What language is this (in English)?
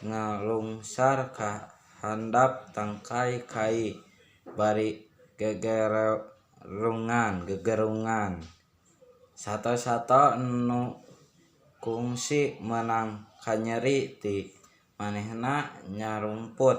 Sundanese